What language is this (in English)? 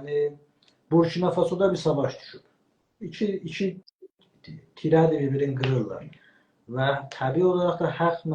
South Azerbaijani